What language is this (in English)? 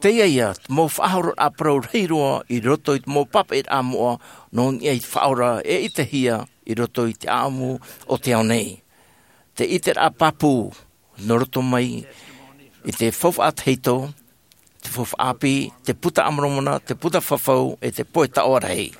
Tahitian